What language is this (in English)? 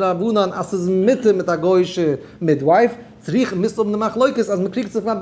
Yiddish